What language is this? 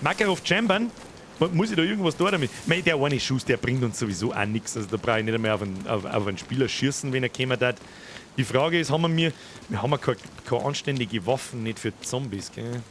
Bavarian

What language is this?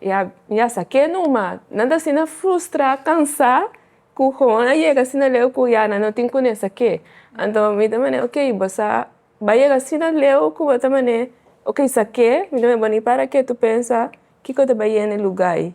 Papiamento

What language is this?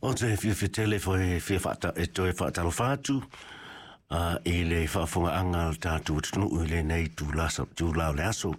Samoan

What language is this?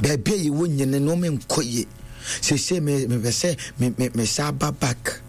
Akan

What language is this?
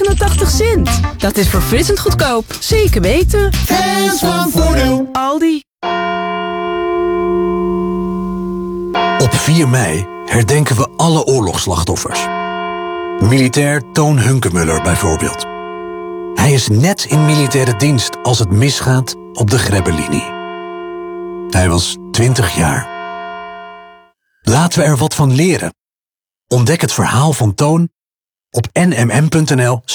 Dutch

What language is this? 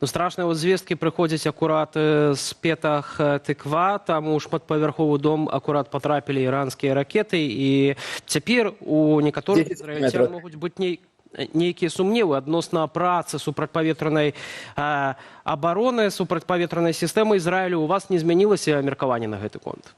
Belarusian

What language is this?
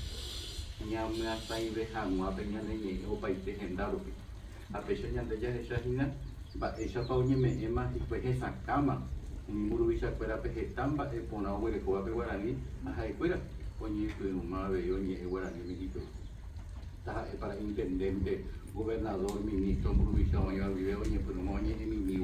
Guarani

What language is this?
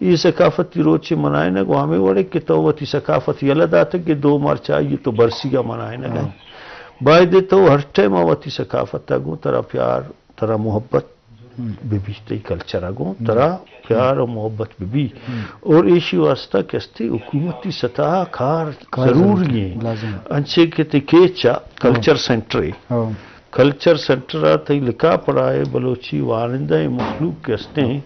Eastern Balochi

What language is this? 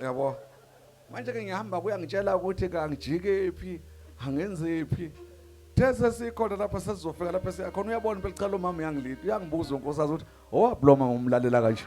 Zulu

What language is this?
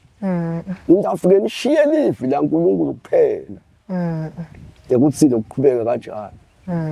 Swati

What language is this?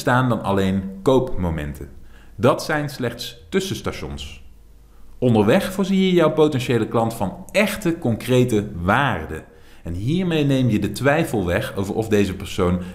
Dutch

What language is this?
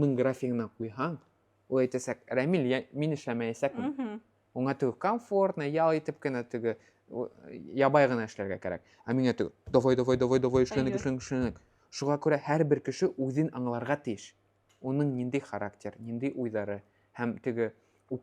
Bashkir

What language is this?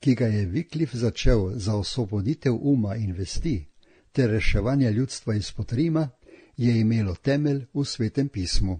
Slovenian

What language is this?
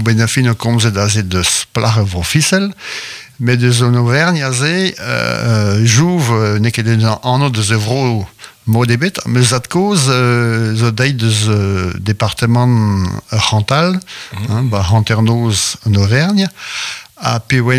Breton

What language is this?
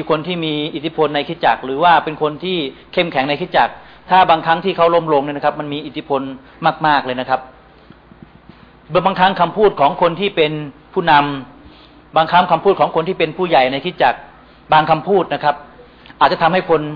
Thai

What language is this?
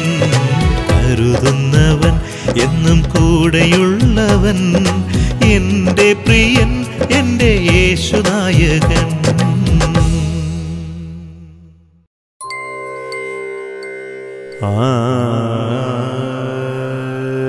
Malayalam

